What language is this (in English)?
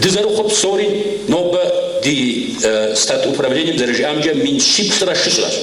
Kabardian